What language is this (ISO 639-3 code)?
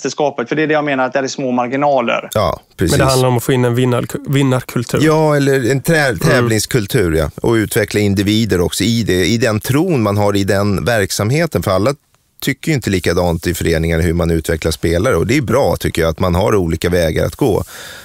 swe